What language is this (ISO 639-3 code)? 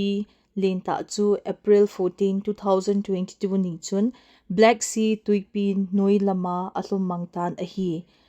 tcz